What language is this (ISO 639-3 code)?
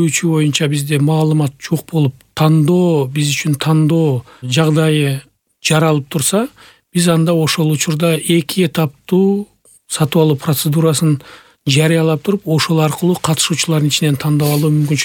kir